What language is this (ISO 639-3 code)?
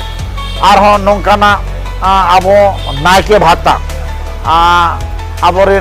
sat